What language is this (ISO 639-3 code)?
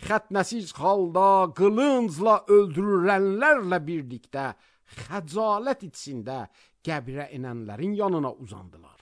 aze